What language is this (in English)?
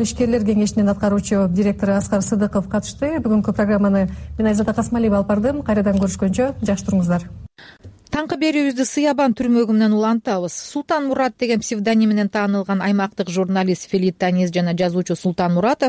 Kyrgyz